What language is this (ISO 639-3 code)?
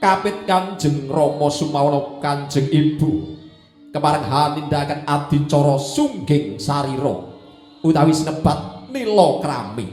jav